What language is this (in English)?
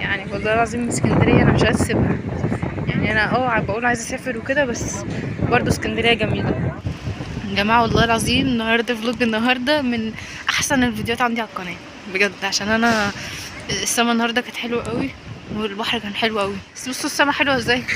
Egyptian Arabic